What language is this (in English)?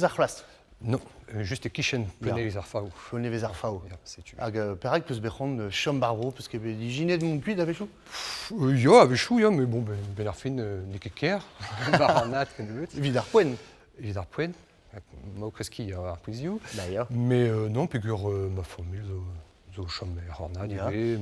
Breton